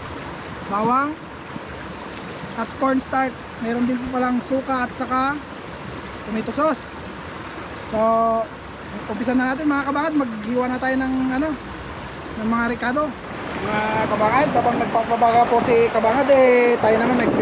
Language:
Filipino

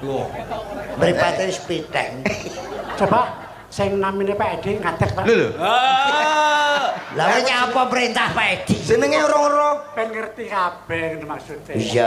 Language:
Javanese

